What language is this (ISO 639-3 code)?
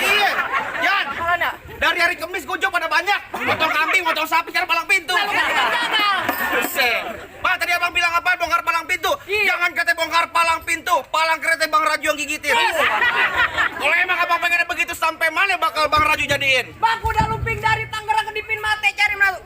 bew